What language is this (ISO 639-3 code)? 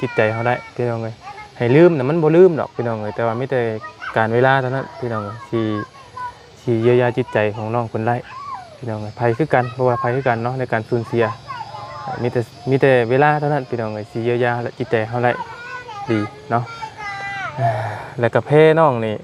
lao